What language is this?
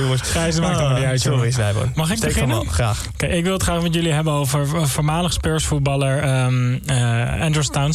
Dutch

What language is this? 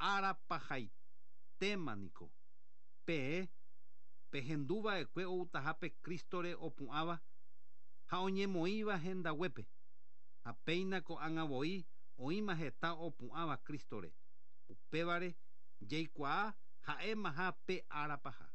Guarani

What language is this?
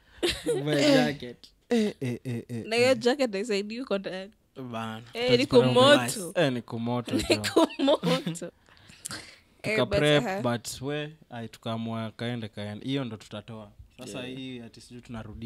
Swahili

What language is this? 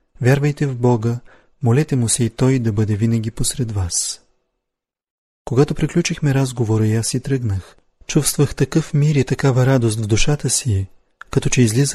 Bulgarian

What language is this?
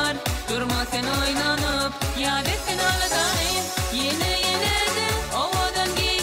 Turkmen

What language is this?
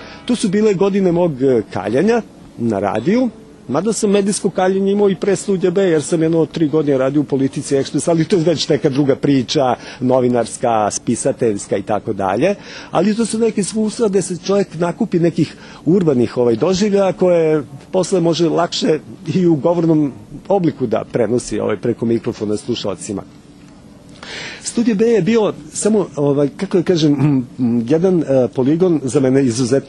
Serbian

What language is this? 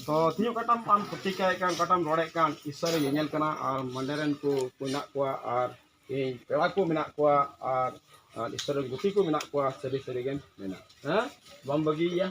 Santali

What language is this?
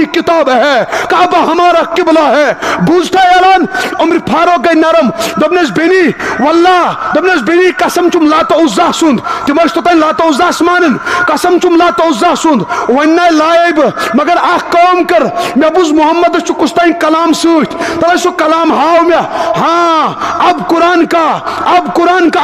Kashmiri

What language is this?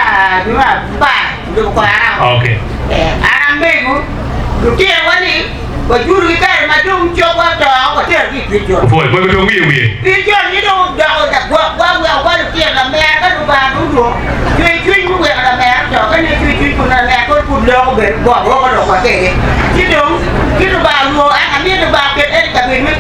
Acoli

